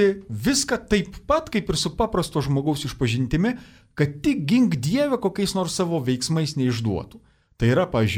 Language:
Lithuanian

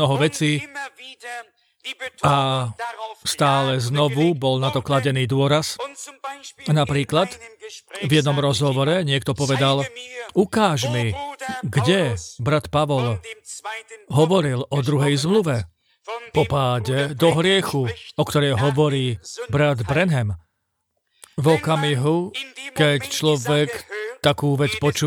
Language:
Slovak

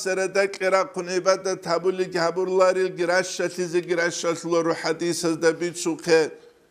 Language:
Avaric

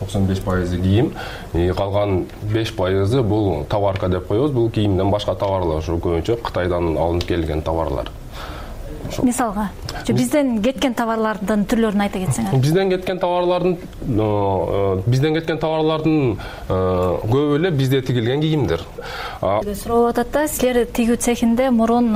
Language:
Kyrgyz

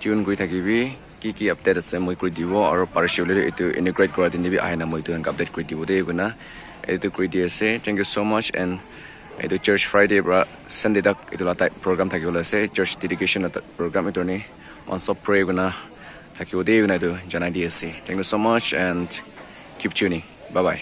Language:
Naga Pidgin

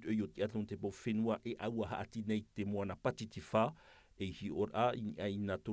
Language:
Tahitian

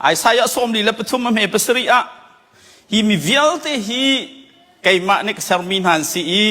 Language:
Hakha Chin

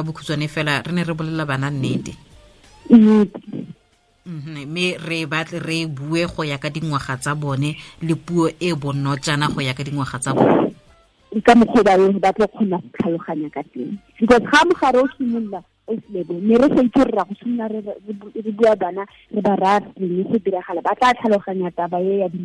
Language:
Tswana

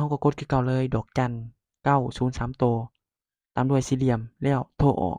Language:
Lao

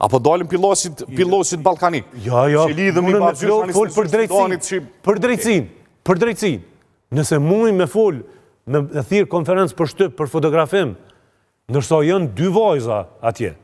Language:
Albanian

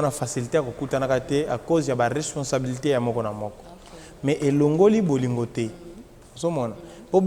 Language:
Lingala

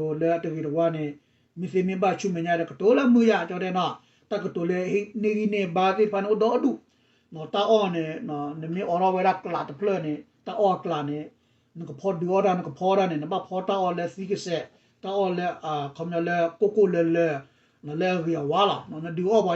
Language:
S'gaw Karen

